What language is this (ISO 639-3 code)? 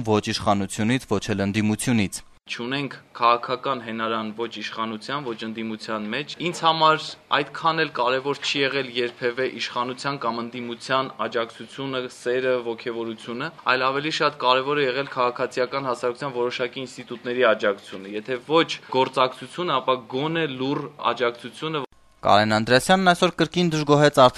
hye